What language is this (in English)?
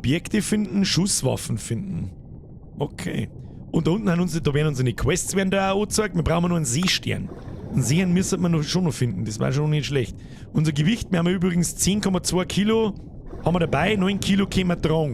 Bavarian